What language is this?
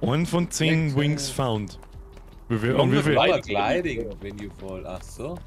Bavarian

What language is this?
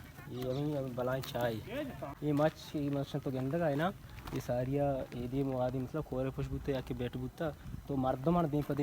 Baluchi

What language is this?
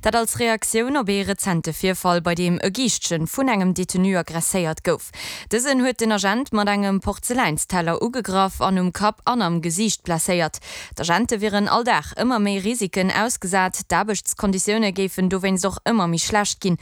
Luxembourgish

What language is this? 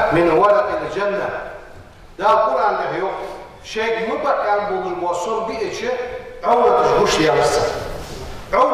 Ingush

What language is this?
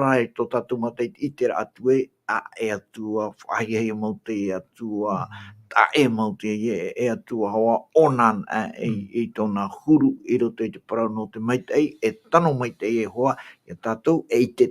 Tahitian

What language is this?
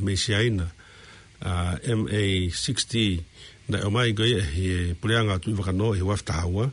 Tongan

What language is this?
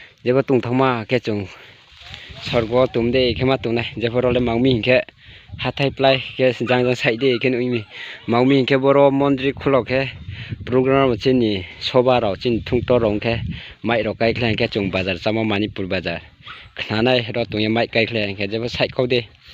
Riang (India)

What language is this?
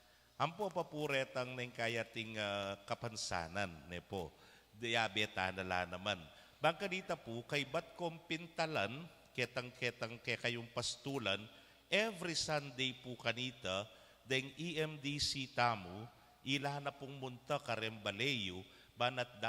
Pampanga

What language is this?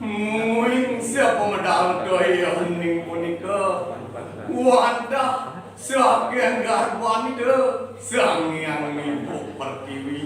Balinese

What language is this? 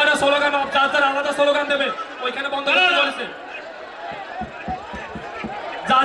Bangla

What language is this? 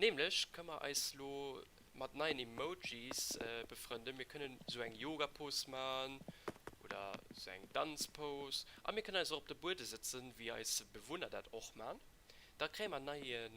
Luxembourgish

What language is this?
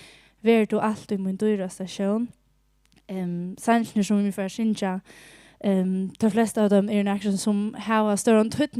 Faroese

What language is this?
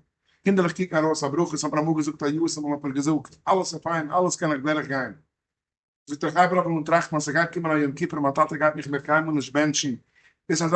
Yiddish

